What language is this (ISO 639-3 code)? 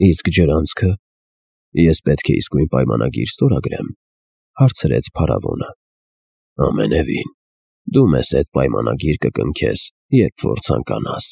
hye